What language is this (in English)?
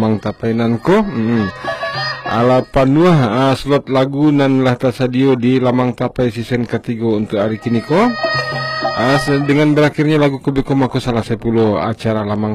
Minangkabau